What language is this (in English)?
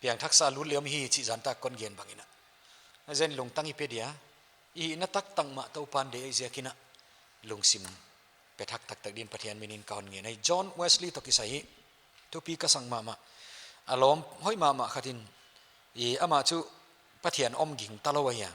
Paite Chin